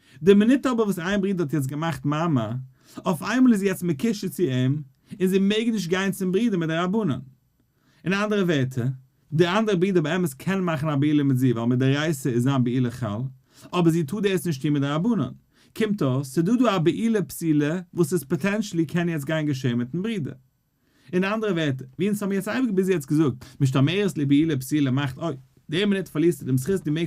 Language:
Yiddish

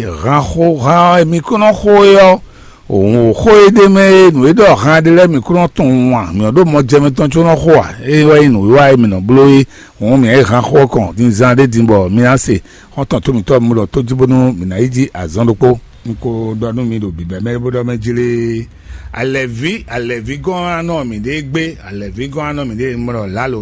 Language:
Fon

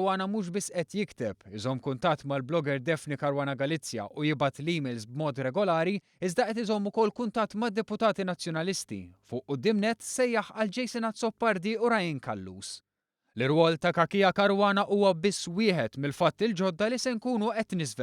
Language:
Maltese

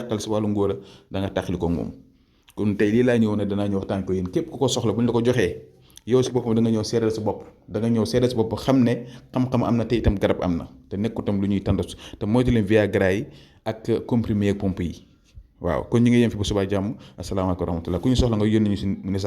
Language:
Wolof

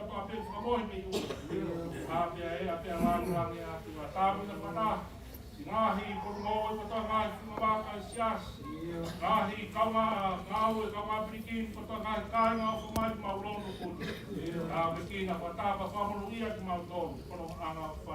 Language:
Tongan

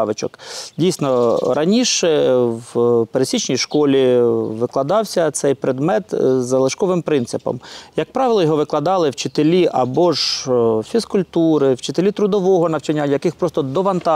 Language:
Ukrainian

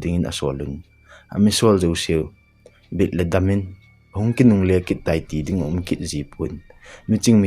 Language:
Thado Chin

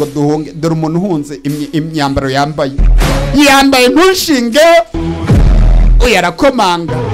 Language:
Kinyarwanda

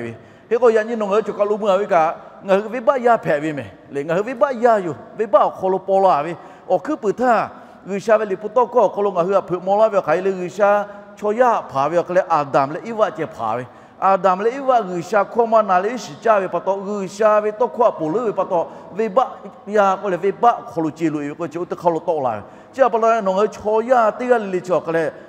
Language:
Lahu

